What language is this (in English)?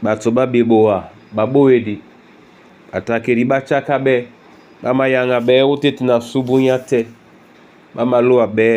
Duala